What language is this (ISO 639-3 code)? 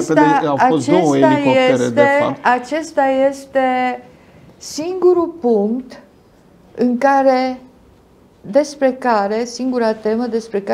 ron